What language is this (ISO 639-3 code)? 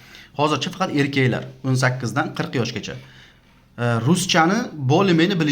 uzb